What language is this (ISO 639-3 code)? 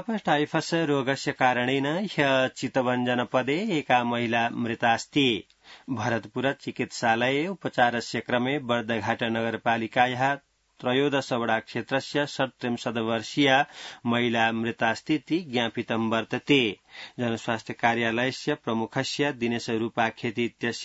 san